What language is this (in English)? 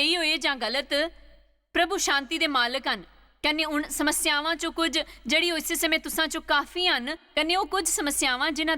Dogri